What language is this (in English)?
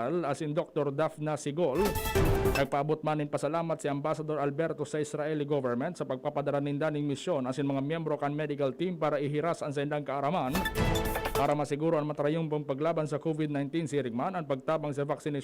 Bikol